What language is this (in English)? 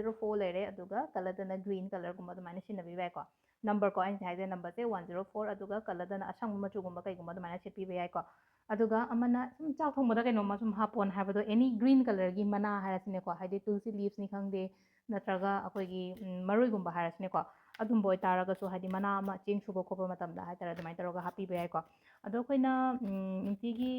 Manipuri